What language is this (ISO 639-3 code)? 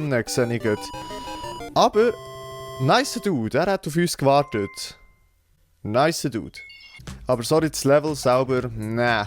gsw